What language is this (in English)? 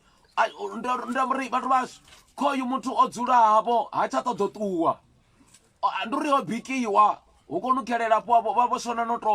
Venda